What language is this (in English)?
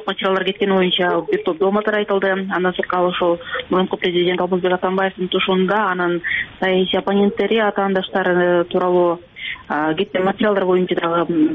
Kyrgyz